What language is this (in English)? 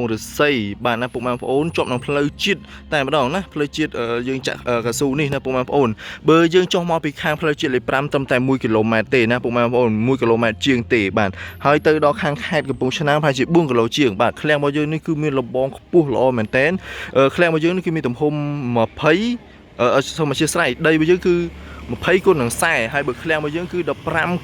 Khmer